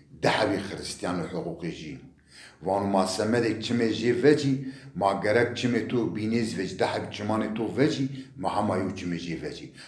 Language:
Zaza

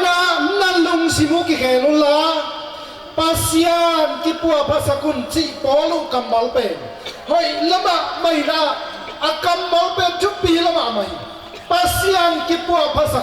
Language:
Tedim Chin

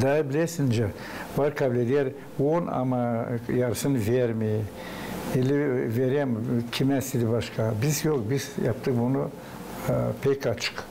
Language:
Gagauz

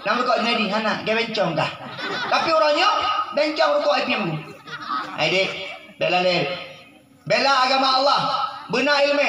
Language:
Achinese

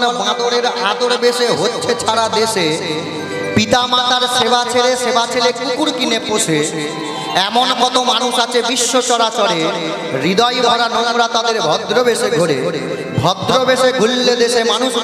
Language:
Bangla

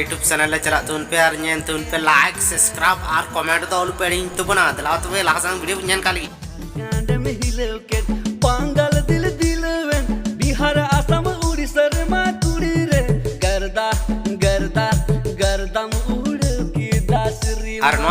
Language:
Santali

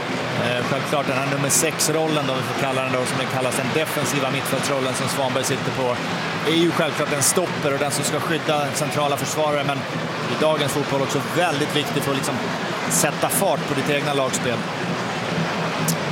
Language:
Swedish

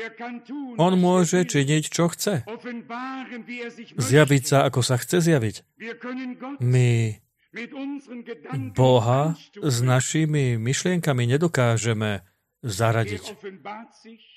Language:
Slovak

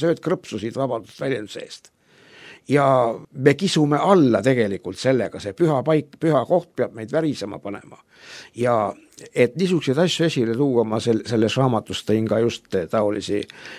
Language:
Estonian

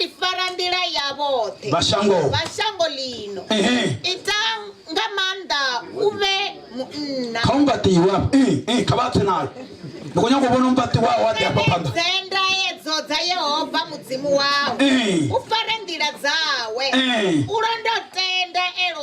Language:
Venda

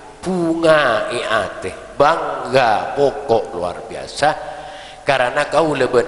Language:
Madurese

